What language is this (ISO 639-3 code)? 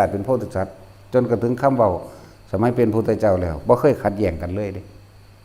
tts